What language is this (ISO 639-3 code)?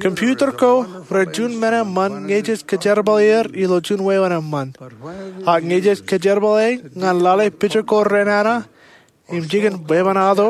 mah